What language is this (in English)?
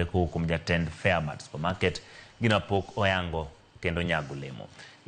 Luo (Kenya and Tanzania)